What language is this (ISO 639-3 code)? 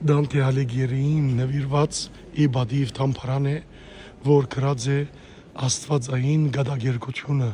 hyw